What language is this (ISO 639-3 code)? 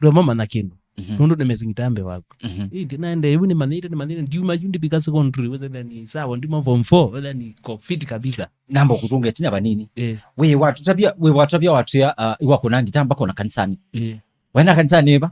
kam